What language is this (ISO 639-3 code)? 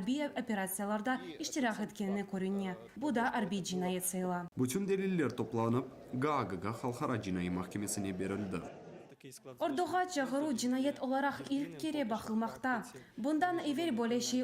crh